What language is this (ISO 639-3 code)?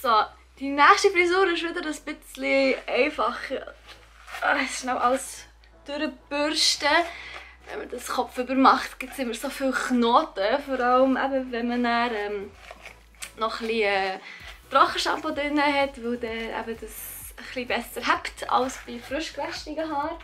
gsw